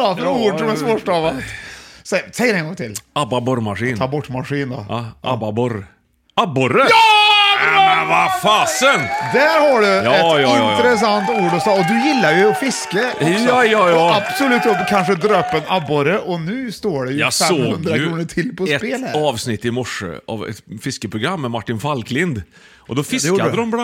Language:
Swedish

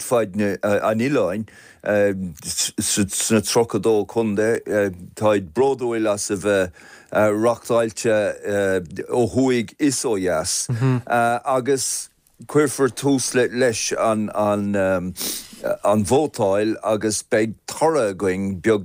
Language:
Irish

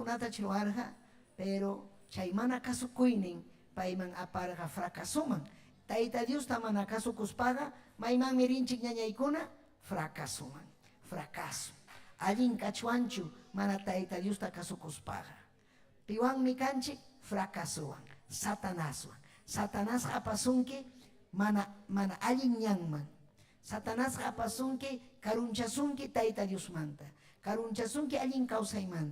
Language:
Ayacucho Quechua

